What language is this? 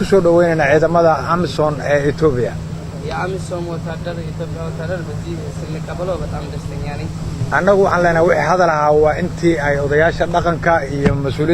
Somali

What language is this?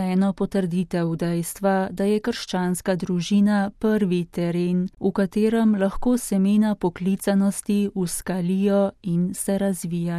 Slovenian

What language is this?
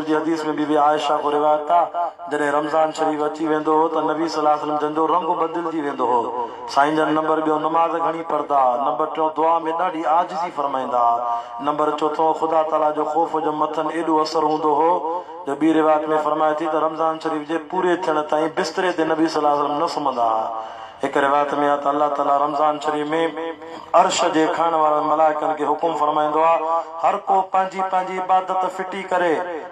Sindhi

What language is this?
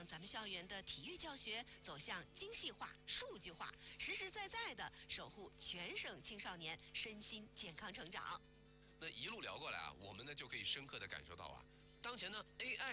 Chinese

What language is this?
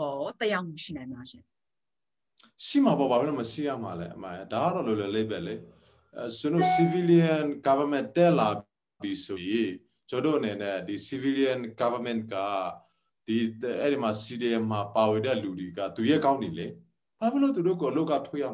Burmese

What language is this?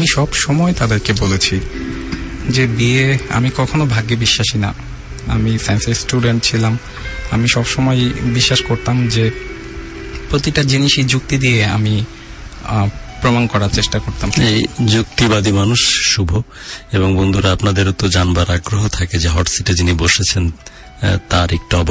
Bangla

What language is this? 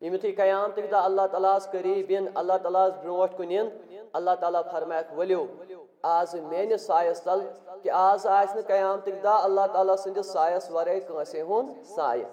Kashmiri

